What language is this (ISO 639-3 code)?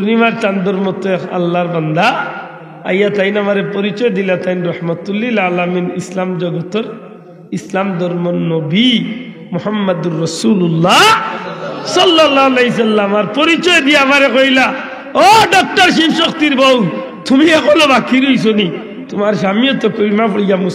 syl